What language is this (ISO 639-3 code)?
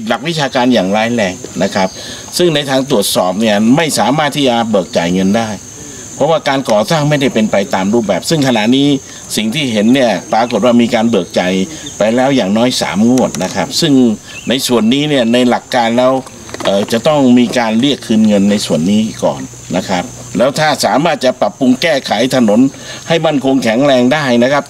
tha